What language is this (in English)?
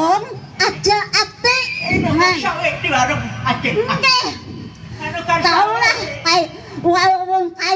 Banjar